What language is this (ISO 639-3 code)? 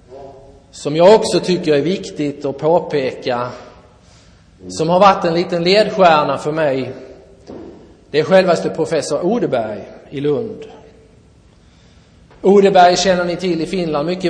swe